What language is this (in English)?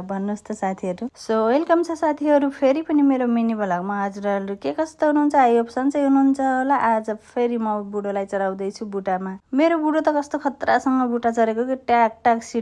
Nepali